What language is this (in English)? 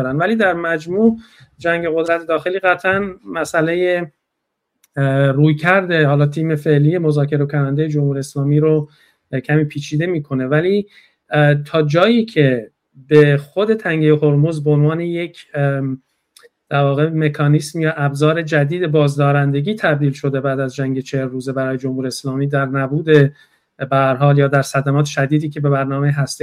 Persian